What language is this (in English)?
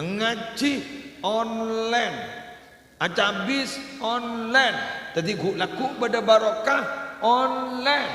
Madurese